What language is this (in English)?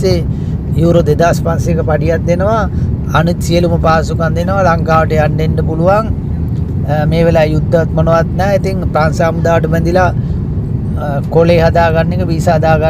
Sinhala